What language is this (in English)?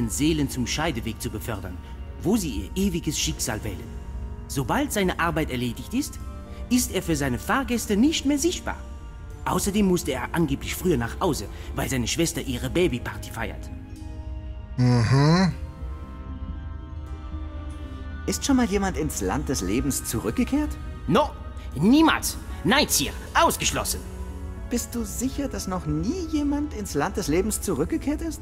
German